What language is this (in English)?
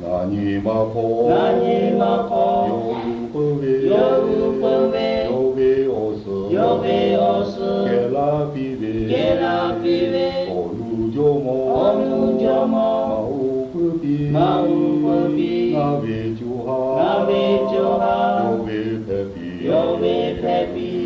Lahu